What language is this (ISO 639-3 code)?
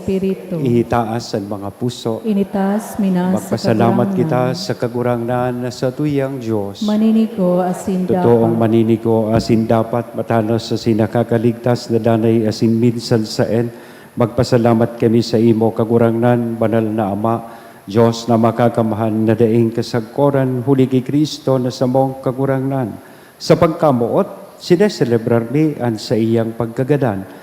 bik